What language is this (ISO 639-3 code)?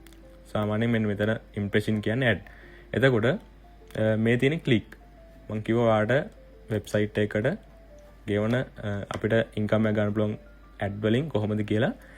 sin